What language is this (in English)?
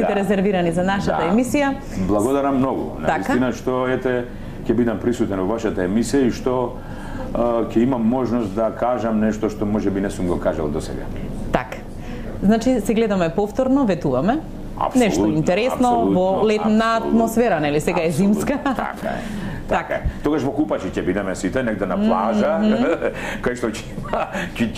Macedonian